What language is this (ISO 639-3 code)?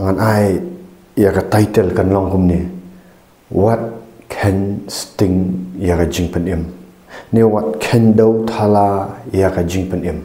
kha